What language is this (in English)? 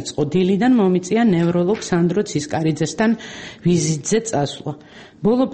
Georgian